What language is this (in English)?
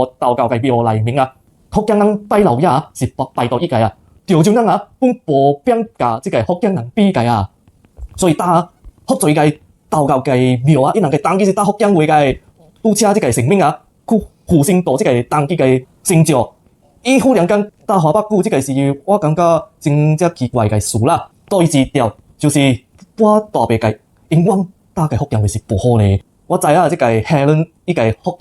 Min Nan Chinese